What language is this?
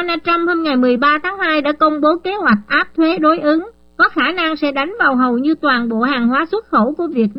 Vietnamese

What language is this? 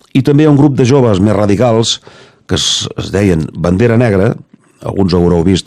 Catalan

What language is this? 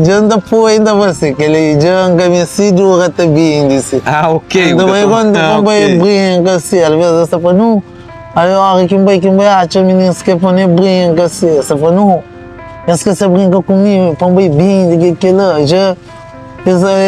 Kabuverdianu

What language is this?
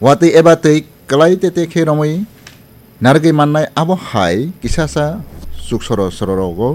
Kok Borok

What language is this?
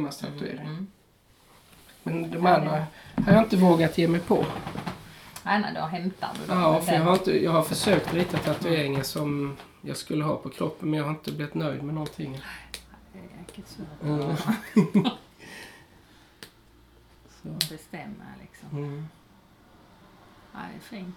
Swedish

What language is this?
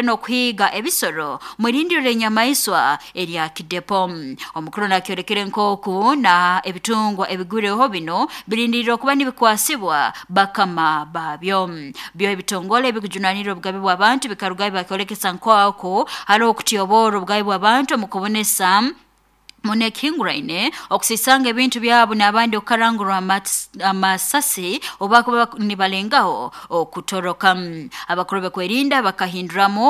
Nyankole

